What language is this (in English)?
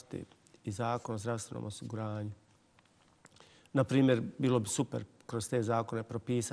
Bosnian